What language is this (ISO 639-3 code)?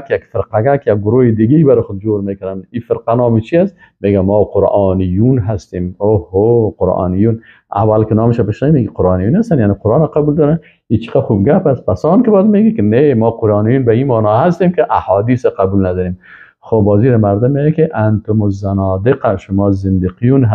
fas